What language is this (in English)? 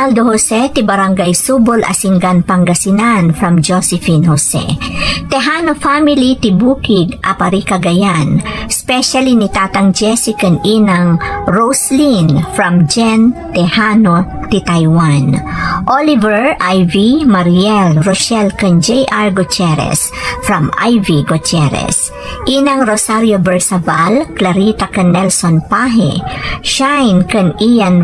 Iloko